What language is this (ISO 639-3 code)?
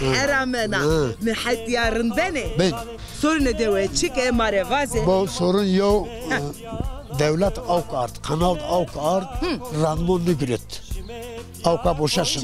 zza